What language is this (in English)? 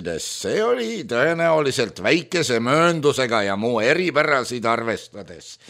Estonian